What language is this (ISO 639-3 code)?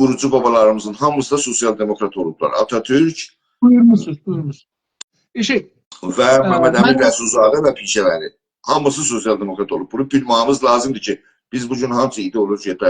azb